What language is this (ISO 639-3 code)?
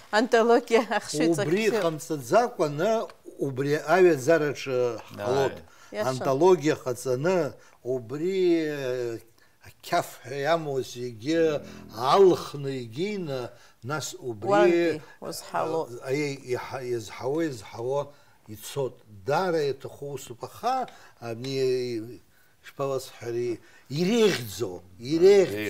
abk